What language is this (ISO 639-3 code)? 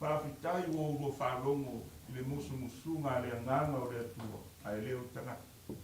smo